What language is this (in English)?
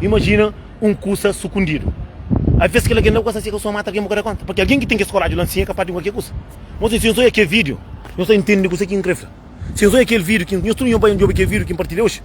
Kabuverdianu